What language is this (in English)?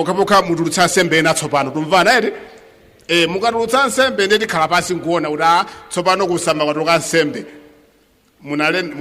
Nyanja